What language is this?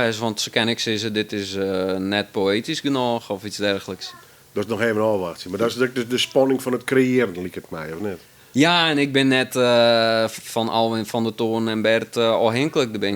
Western Frisian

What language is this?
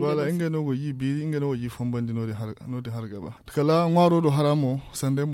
Zarma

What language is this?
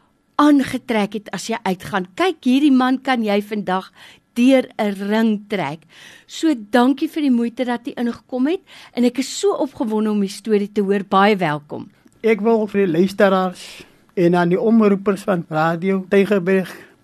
Afrikaans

